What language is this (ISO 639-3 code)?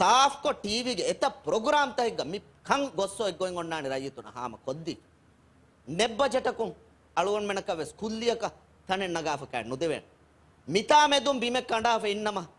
div